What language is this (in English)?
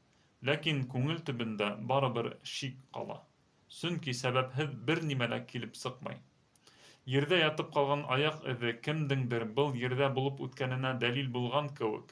Bashkir